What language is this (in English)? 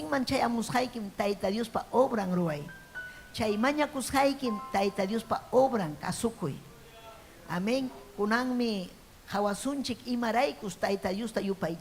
Ayacucho Quechua